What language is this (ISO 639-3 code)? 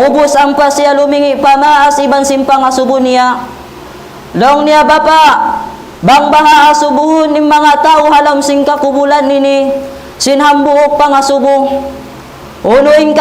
tsg